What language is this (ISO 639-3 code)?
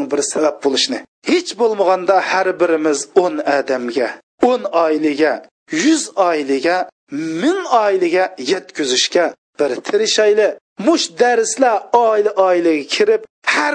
uig